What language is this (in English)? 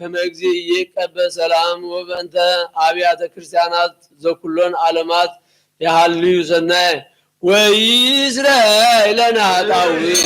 Geez